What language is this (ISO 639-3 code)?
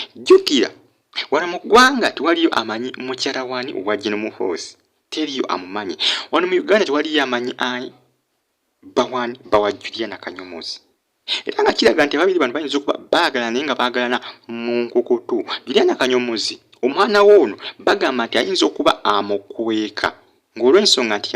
lug